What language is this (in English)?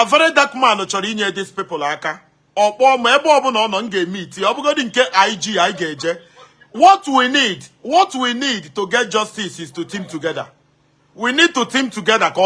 Igbo